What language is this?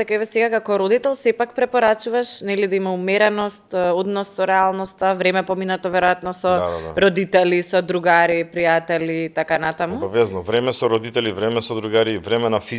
Macedonian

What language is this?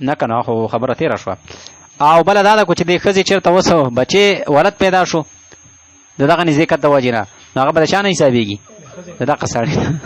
Pashto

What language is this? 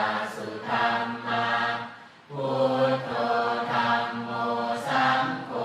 Pali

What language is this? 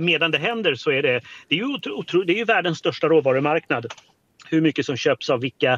Swedish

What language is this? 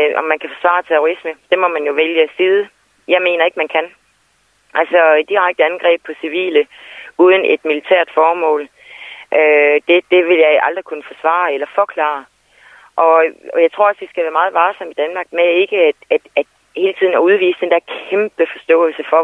Danish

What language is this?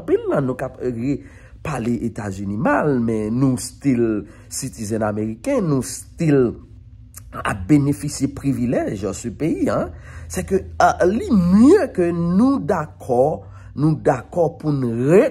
Haitian Creole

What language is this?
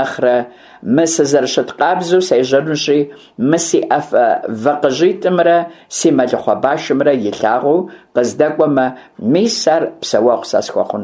Kabardian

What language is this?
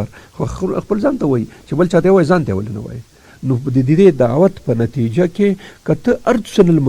Pashto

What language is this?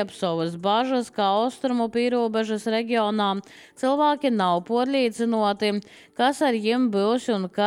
Latvian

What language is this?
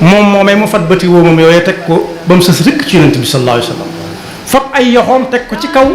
Wolof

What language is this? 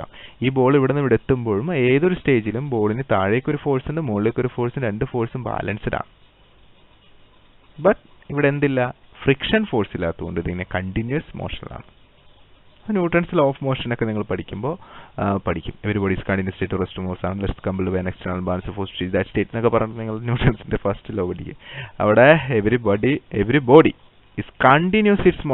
Malayalam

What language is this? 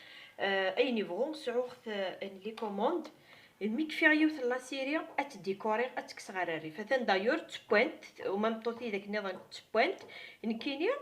Kabyle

